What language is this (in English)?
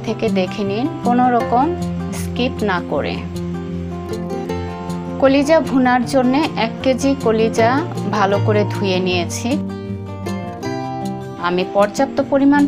Bangla